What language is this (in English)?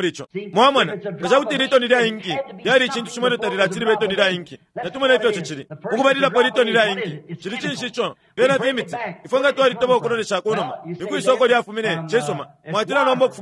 Bemba